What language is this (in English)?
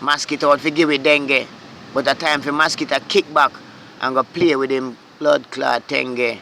Jamaican Creole English